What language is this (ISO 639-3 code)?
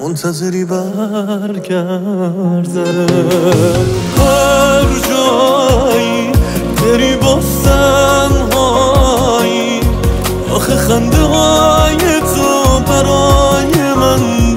fas